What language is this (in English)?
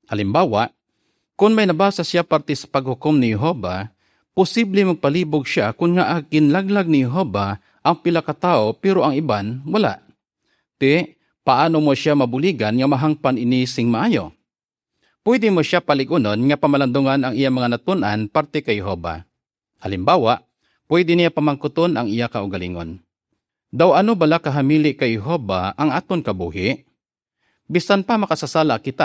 Hiligaynon